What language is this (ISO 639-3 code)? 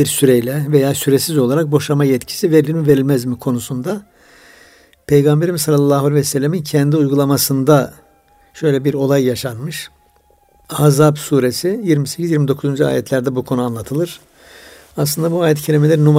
tur